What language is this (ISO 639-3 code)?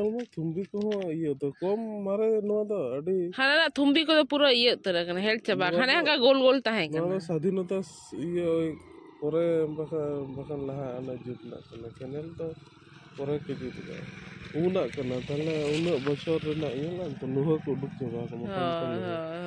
sat